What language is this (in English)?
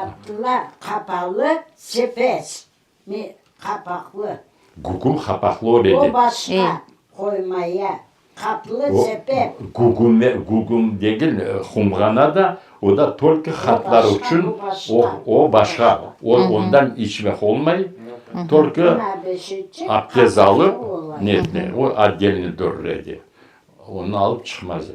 Crimean Tatar